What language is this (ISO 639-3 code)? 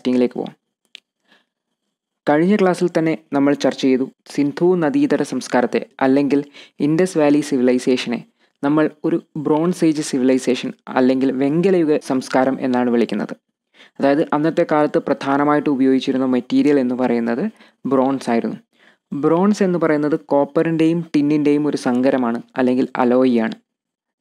mal